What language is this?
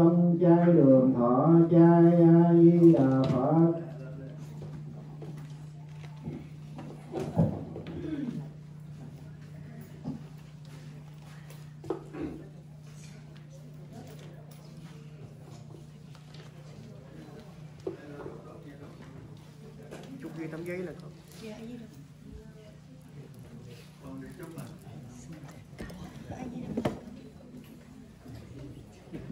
Vietnamese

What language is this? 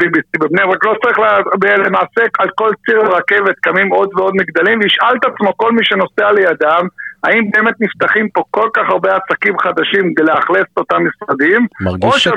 Hebrew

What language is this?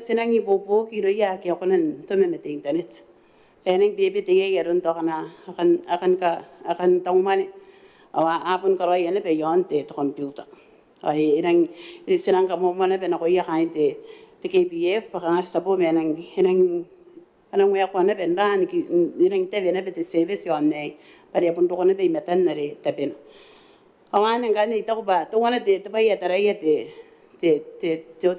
Gilbertese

